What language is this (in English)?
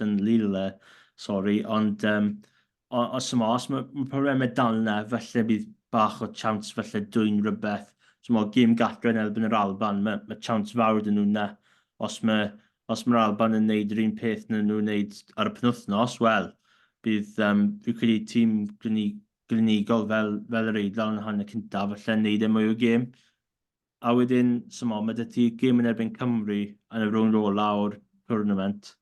Welsh